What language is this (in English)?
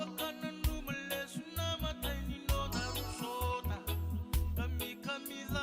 Fijian